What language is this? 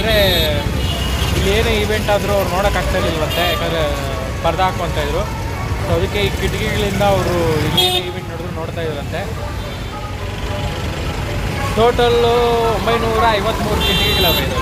Kannada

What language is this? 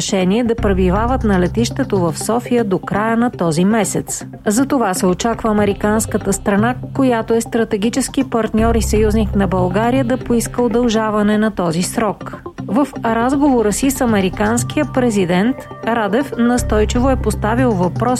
Bulgarian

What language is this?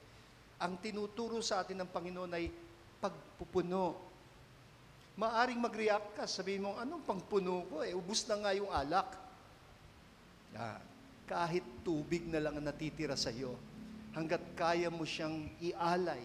Filipino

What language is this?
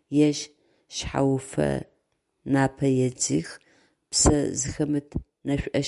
Adyghe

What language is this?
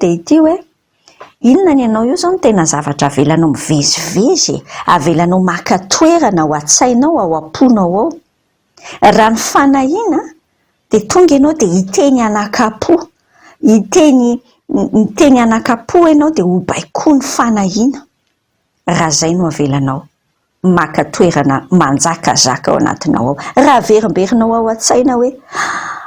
Malagasy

